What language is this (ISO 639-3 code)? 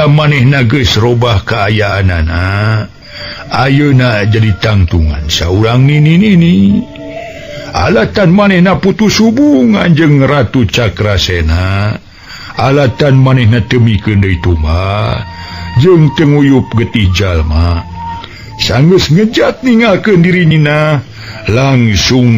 sun